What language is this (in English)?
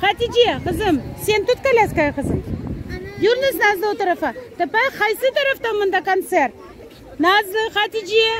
Crimean Tatar